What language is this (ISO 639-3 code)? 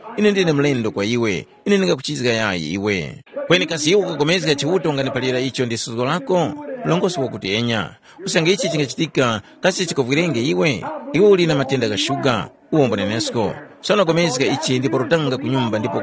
tum